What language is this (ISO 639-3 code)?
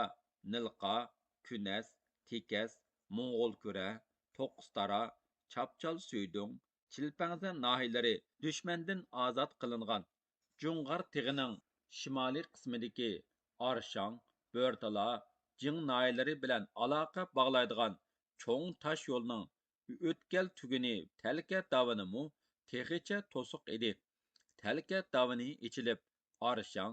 uig